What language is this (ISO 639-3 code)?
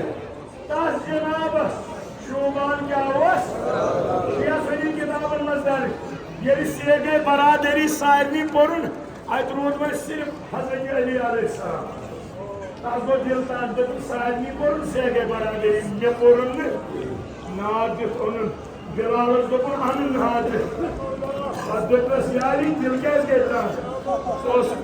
kas